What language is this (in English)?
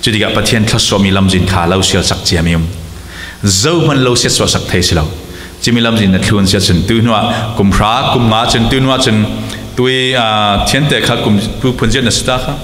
Falam Chin